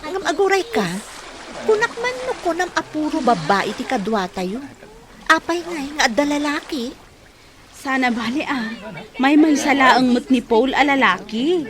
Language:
Iloko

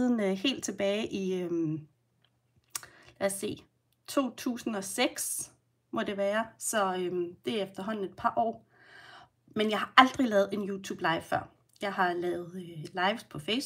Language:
Danish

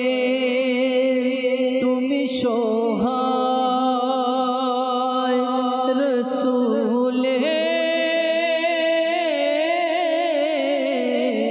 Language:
Bangla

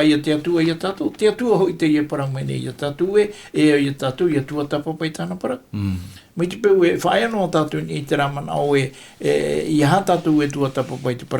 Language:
Tahitian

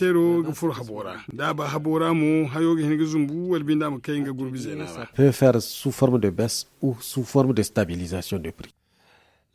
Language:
Zarma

